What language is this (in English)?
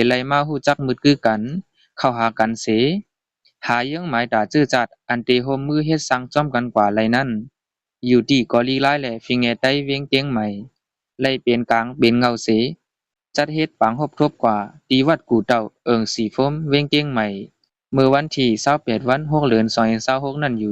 Shan